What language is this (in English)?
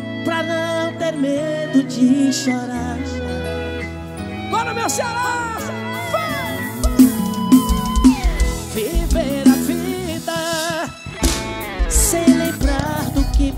Portuguese